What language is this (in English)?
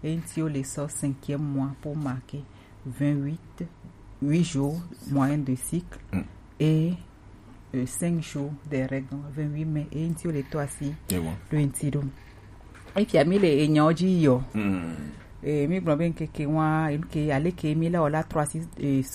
Gen